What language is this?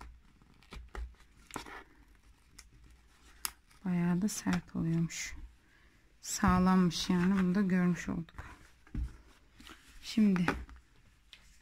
Turkish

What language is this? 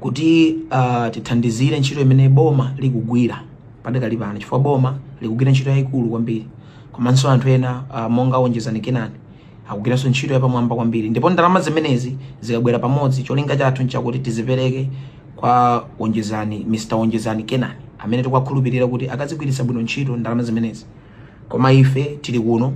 Nyanja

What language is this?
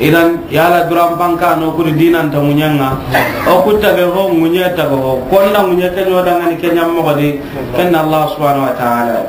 Soninke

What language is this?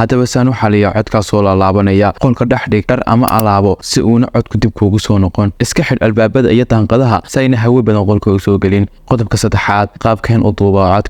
Somali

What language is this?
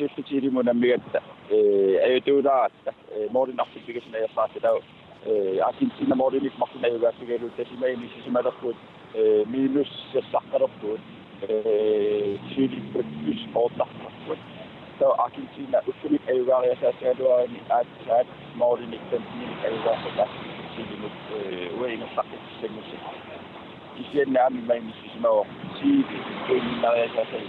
Kalaallisut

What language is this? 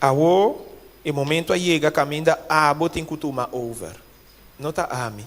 Papiamento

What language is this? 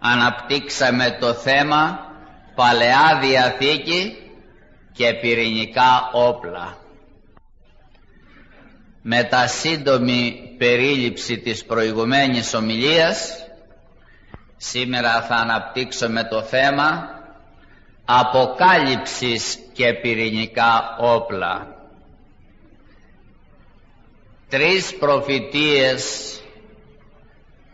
Greek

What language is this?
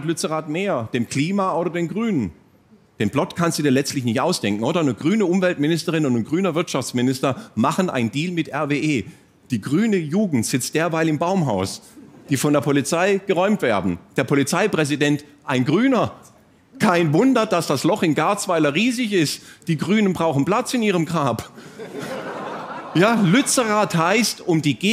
German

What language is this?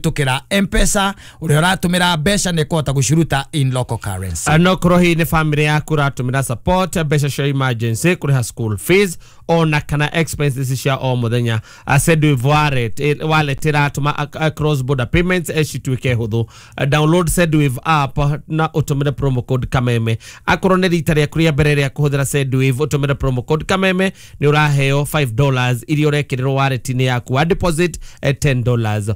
Kikuyu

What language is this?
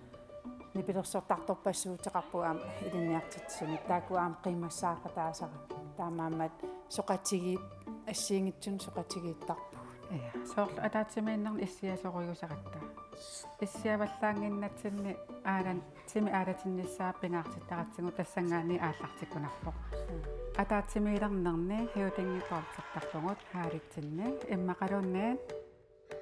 Kalaallisut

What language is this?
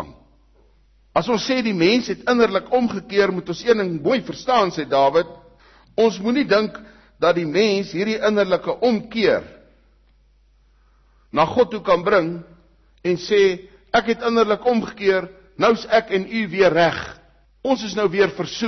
Afrikaans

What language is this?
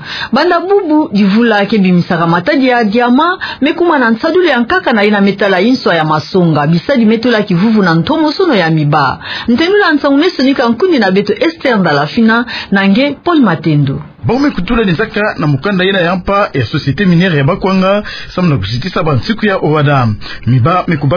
Kituba (Democratic Republic of Congo)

